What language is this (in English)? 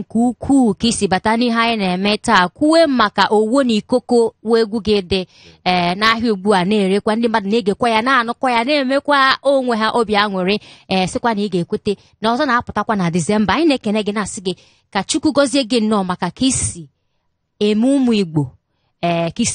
Igbo